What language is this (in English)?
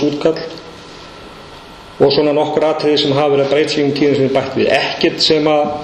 Icelandic